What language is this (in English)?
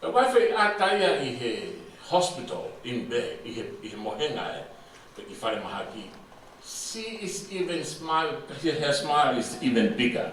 Tongan